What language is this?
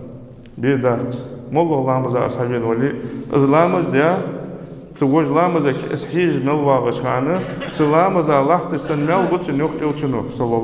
Ingush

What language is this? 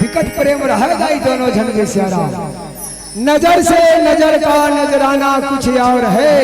Chhattisgarhi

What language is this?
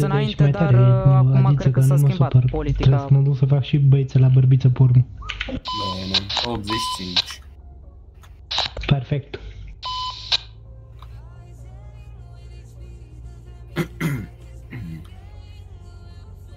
Romanian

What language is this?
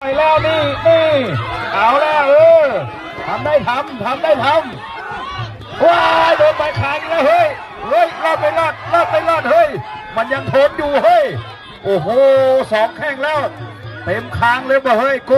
Northeastern Thai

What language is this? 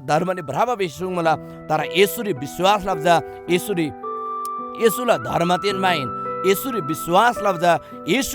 Eastern Tamang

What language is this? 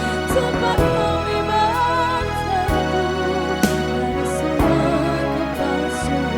Ambonese Malay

